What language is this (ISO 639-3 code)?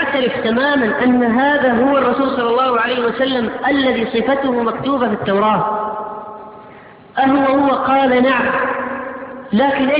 ara